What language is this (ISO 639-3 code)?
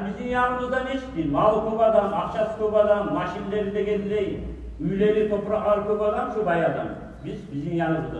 kum